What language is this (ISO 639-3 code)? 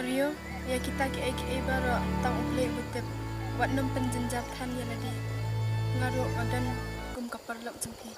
kha